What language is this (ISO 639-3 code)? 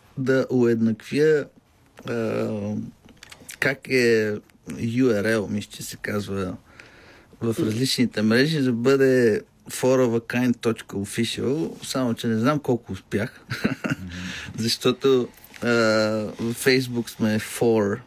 bul